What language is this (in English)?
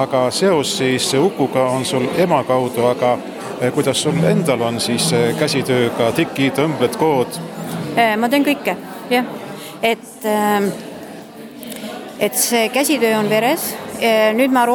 Estonian